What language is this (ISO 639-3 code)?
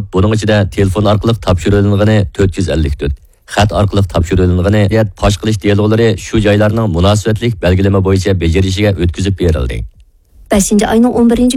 uig